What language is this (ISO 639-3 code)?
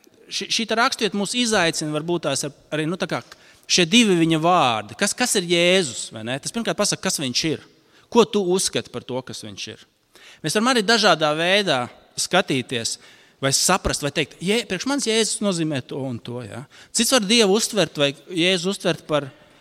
lav